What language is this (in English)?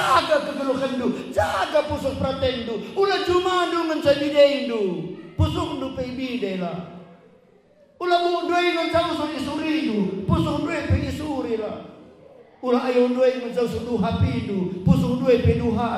Batak Karo